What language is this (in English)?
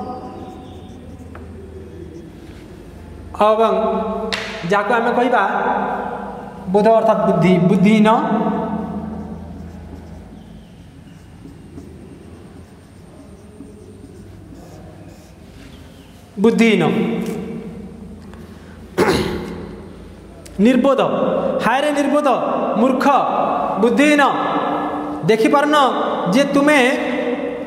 Odia